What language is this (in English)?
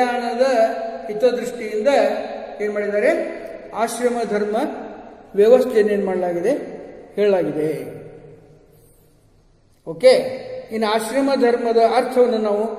Kannada